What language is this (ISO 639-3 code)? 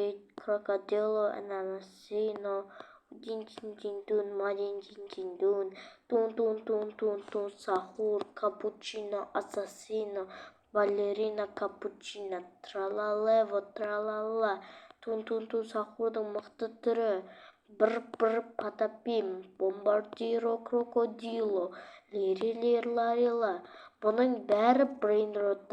kaz